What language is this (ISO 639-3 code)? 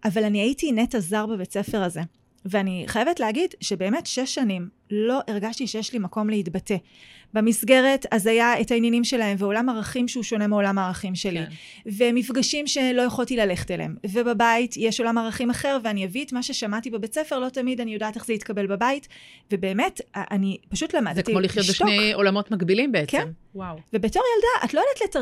heb